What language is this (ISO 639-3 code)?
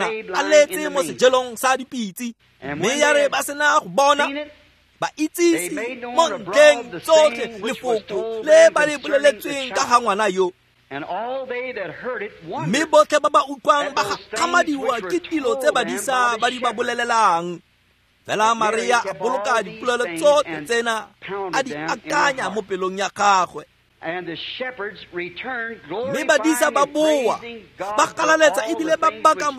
tsn